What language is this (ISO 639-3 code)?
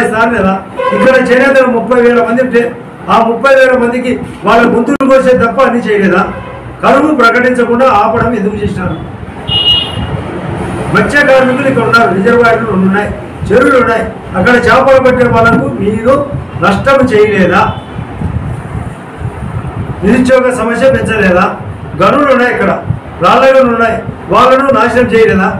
tel